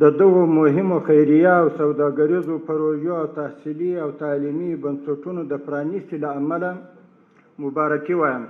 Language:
Pashto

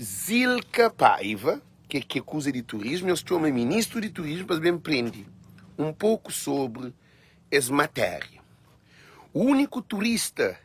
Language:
Kabuverdianu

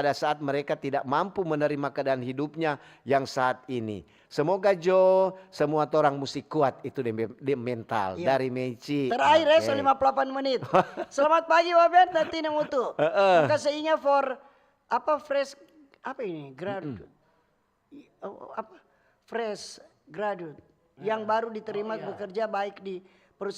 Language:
Manado Malay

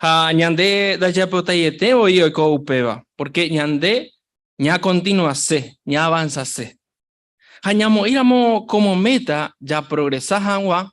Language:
Guarani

